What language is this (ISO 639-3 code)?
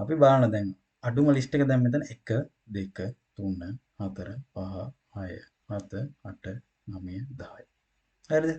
sin